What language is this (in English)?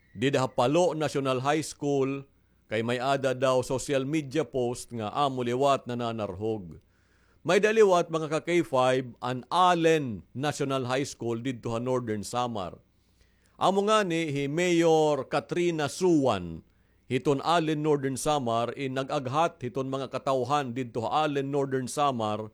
Waray